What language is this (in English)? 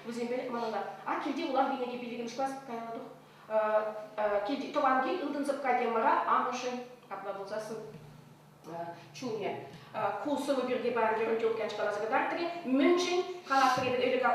Chuvash